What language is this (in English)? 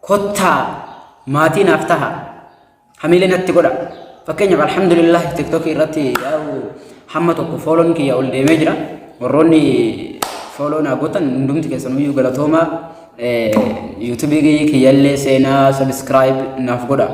Oromo